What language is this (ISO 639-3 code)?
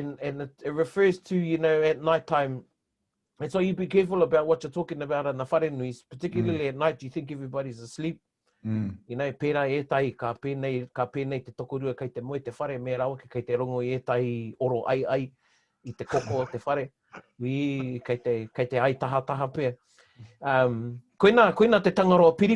mri